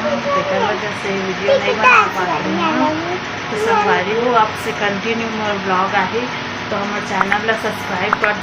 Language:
Chhattisgarhi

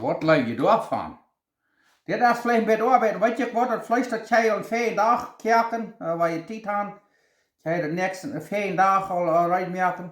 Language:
Plautdietsch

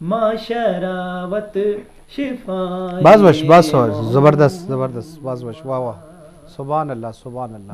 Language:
Eastern Balochi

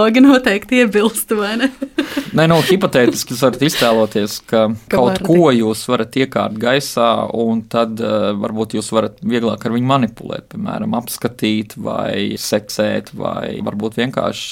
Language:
Latvian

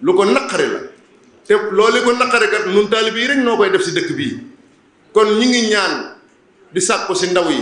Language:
Wolof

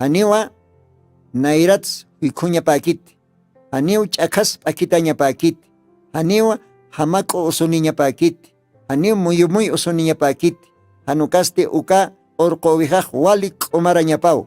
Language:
Aymara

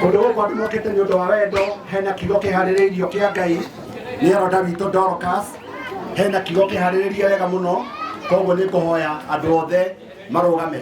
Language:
Kikuyu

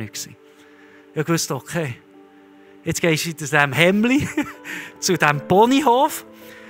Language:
Swiss German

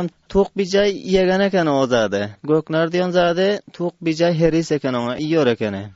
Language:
Turkmen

